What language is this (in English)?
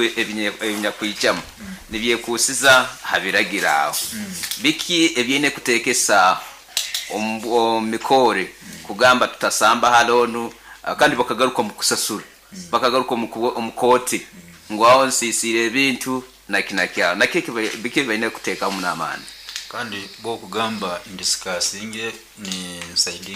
Nyankole